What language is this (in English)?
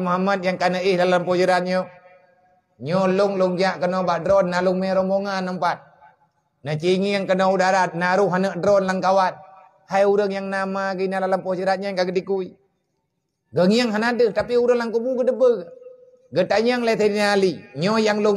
Achinese